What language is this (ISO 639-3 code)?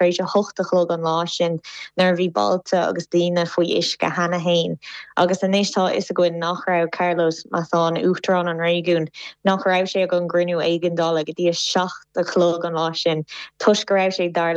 gle